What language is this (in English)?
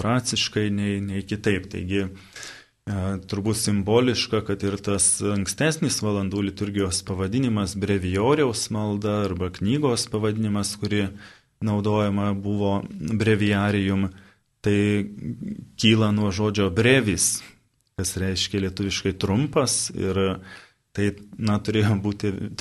Lithuanian